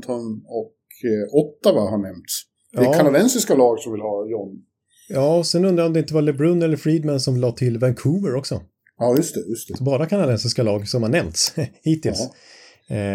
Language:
Swedish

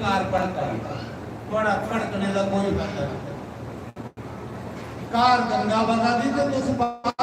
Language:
Dogri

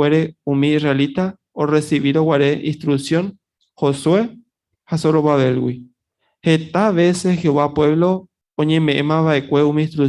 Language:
Guarani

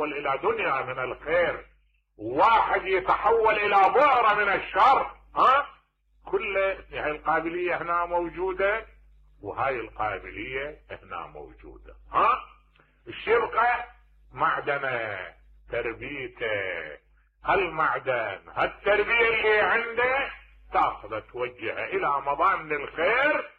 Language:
Mesopotamian Arabic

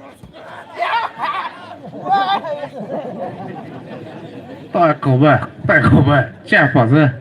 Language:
Poumei Naga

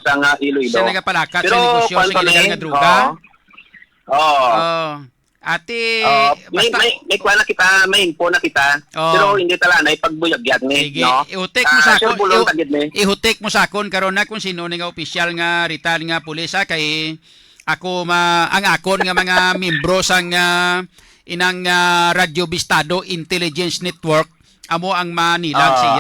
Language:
Hiligaynon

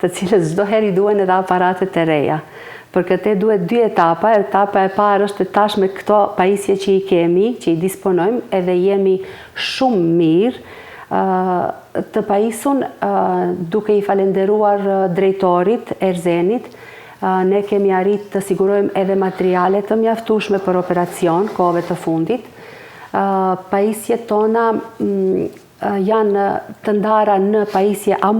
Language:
Albanian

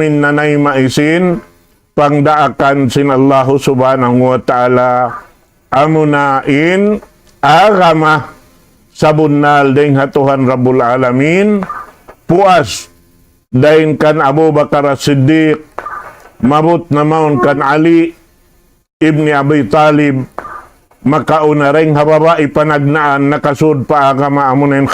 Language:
Tausug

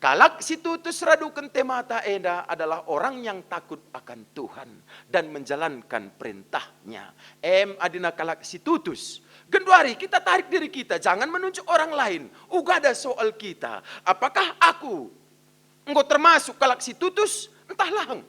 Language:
Batak Karo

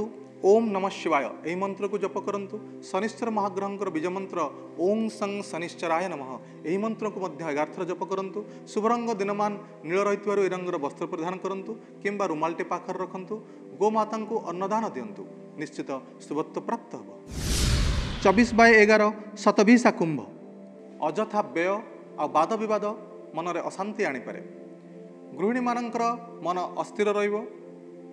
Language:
Odia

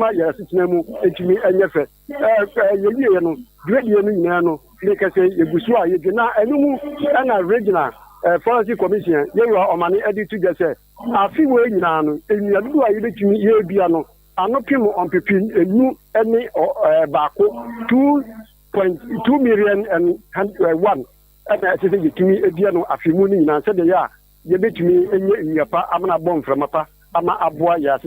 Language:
Akan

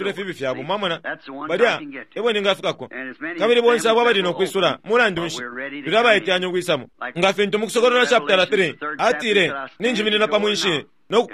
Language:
Bemba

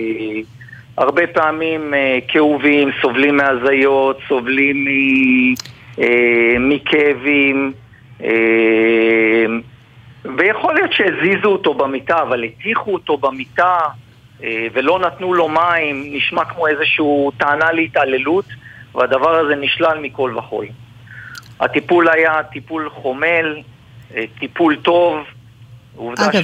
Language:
Hebrew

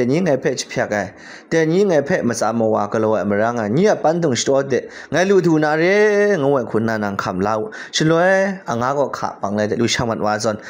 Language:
Kachin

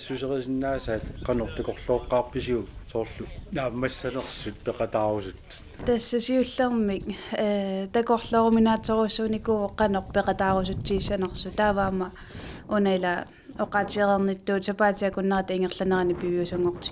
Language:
Kalaallisut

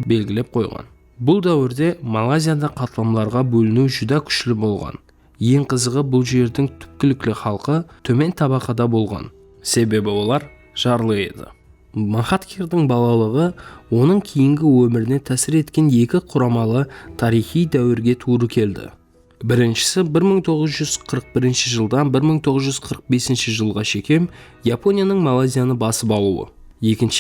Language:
Kara-Kalpak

